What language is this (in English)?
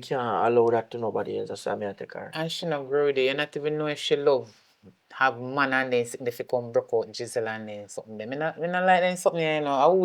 Jamaican Creole English